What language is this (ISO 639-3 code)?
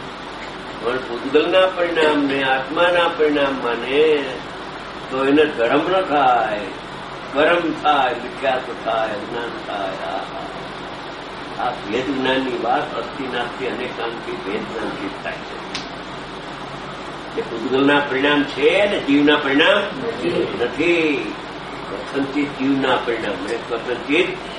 guj